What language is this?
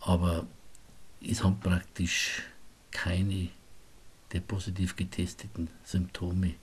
Bavarian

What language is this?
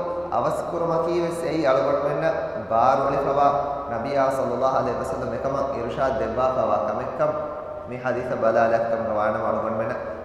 Divehi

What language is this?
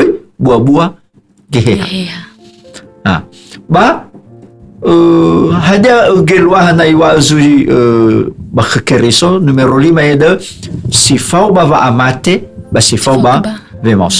Nias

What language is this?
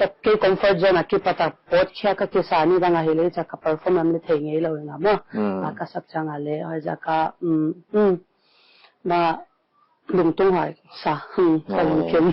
Paite Chin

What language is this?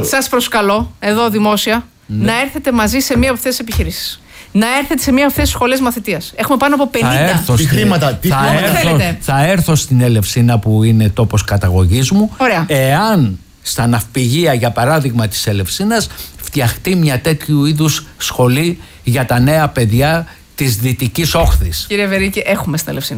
Greek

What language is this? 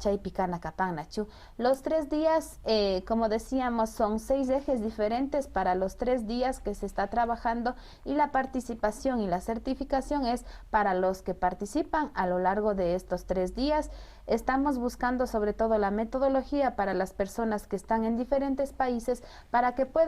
Imbabura Highland Quichua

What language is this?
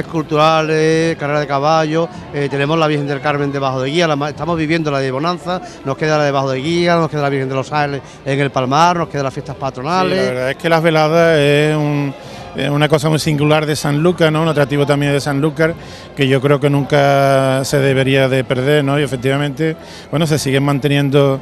Spanish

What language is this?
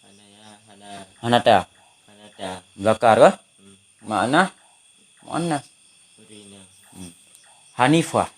Achinese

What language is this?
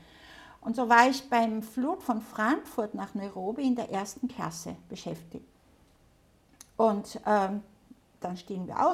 German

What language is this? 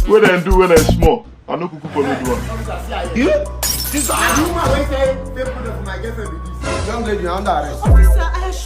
Nigerian Pidgin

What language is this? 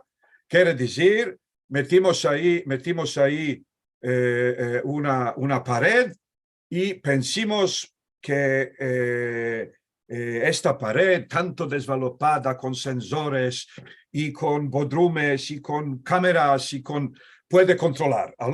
Ladino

